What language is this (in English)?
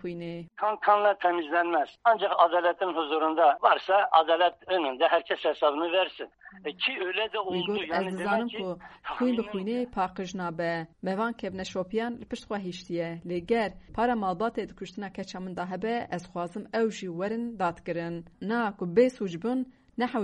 Kurdish